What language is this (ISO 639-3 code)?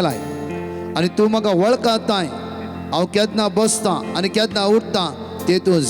kok